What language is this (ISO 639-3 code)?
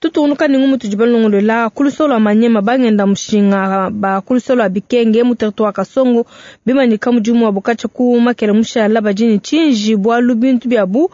lua